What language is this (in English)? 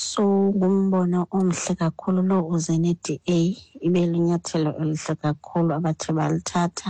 Xhosa